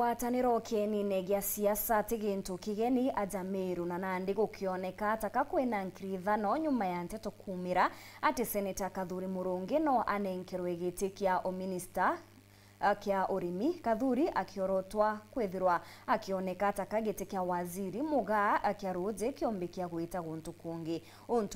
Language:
Meru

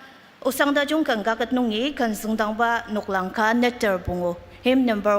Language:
Ao Naga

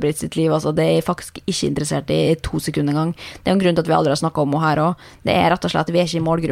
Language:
Norwegian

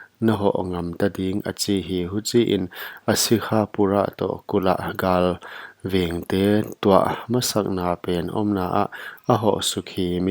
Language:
Paite Chin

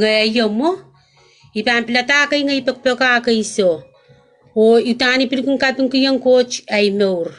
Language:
Pohnpeian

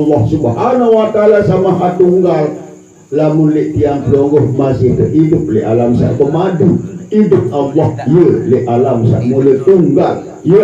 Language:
Sasak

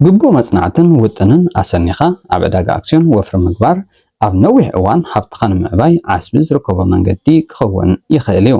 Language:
Tigrinya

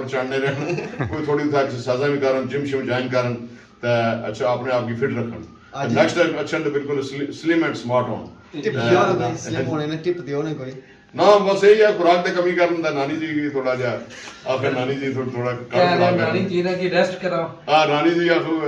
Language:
Pahari-Potwari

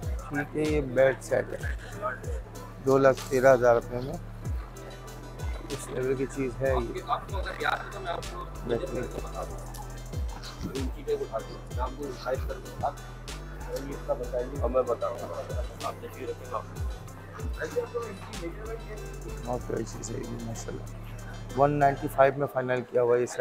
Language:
Hindi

